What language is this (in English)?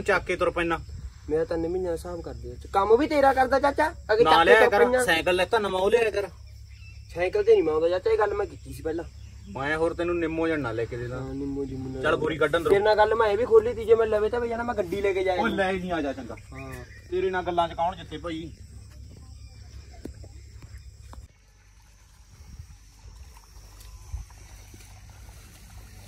Punjabi